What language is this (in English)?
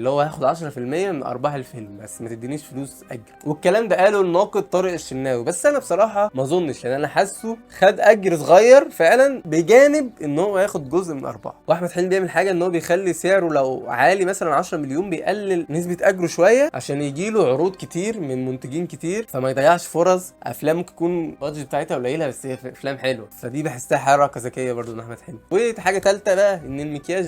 Egyptian Arabic